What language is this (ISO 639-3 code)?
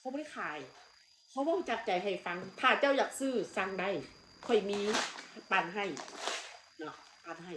tts